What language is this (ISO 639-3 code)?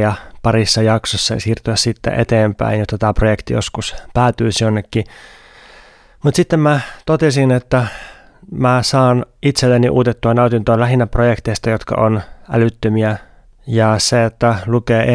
fin